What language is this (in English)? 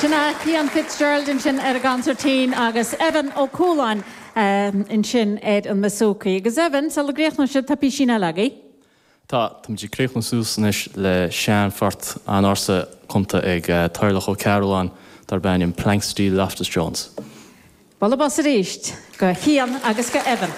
Irish